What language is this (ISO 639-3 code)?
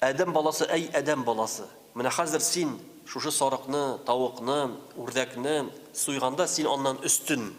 tat